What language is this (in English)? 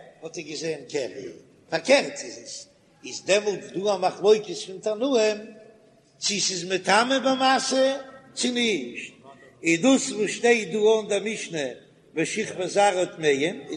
Yiddish